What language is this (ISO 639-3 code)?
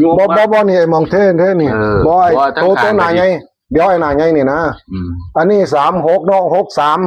tts